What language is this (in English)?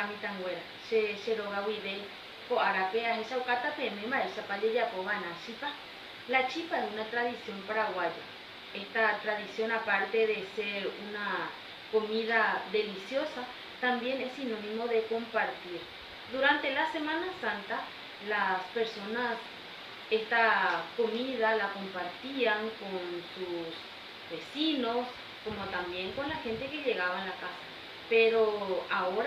Guarani